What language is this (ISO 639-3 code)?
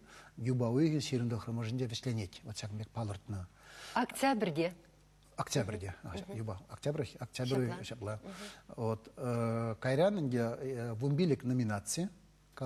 chv